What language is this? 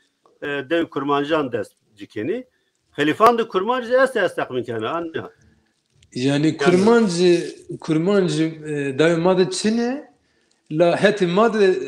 Zaza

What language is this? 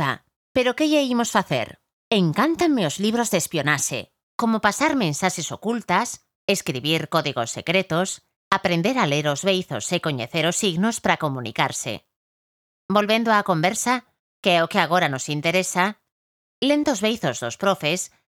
Galician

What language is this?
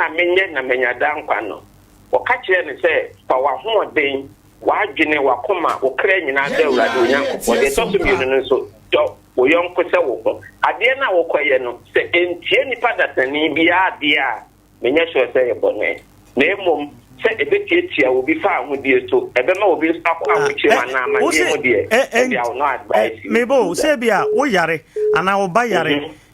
Akan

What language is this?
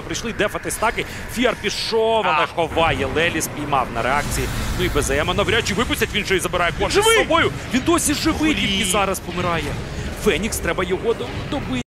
Ukrainian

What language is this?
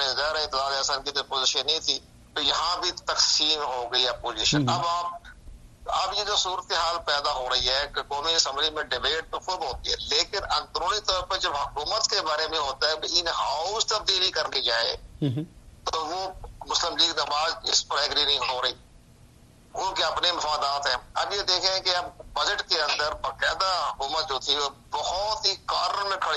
Urdu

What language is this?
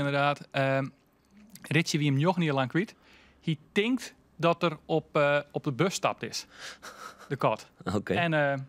Western Frisian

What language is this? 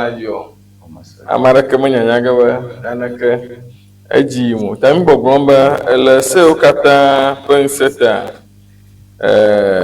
Ewe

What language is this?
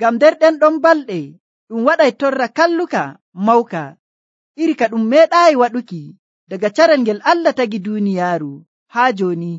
Nigerian Fulfulde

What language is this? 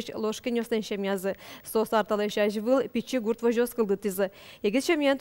Udmurt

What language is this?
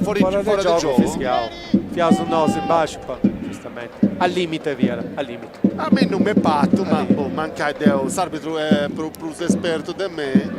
Sardinian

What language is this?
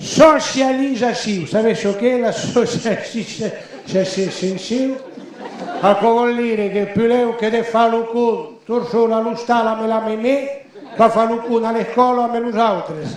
Occitan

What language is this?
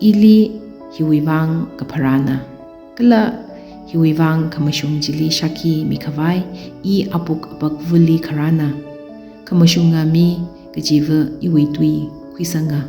Tangkhul Naga (India)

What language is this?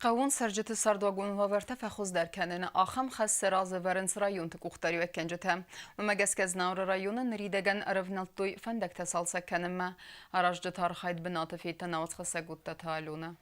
Ossetic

